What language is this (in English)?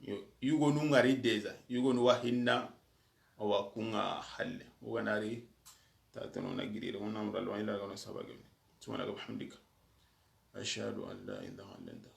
Soninke